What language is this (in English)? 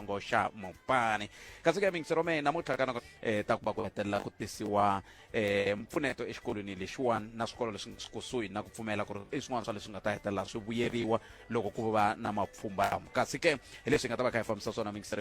Tsonga